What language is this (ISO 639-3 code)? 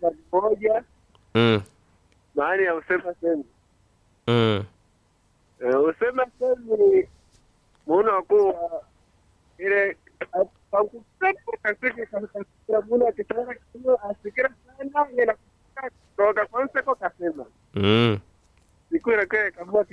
swa